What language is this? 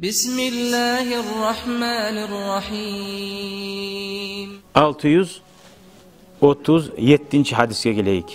Kumyk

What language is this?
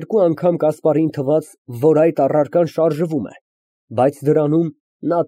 Armenian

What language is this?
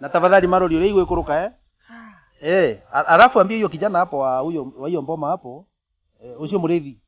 Kikuyu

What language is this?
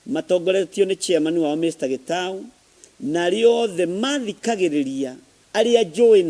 Kikuyu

